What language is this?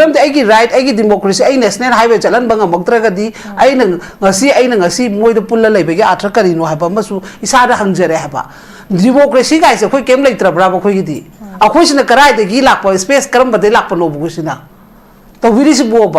Manipuri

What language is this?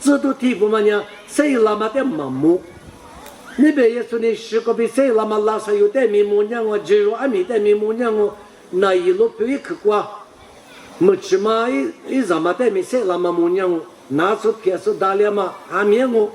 Lisu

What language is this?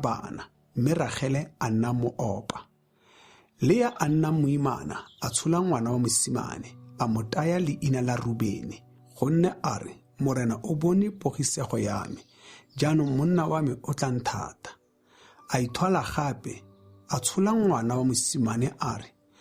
Tswana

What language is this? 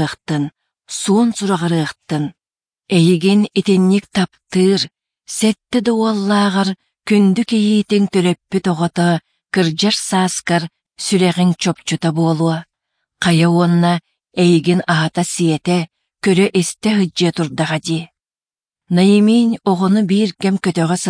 Yakut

